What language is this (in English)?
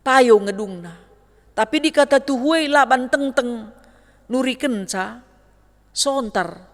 Batak Karo